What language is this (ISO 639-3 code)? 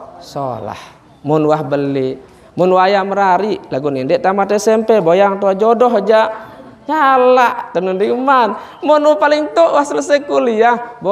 sas